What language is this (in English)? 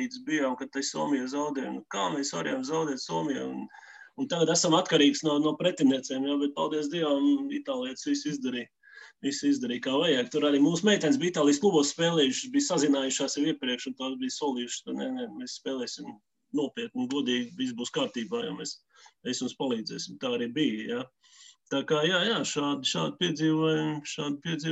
Latvian